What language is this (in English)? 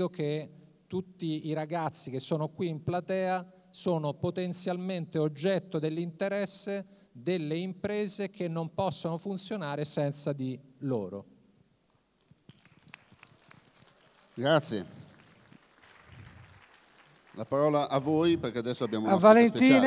Italian